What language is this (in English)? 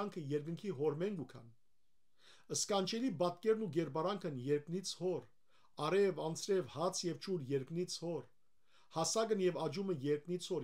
Western Armenian